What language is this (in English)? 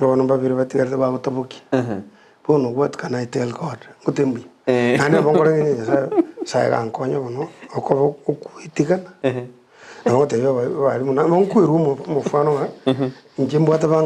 Gusii